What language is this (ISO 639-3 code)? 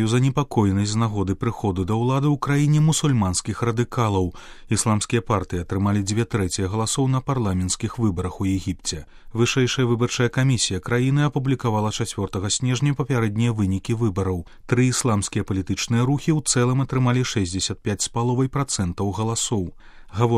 bel